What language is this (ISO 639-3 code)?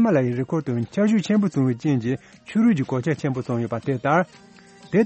bod